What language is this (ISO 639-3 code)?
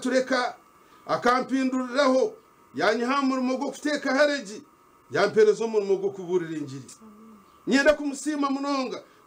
nyn